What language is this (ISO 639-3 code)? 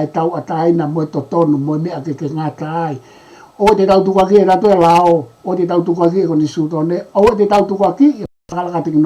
ton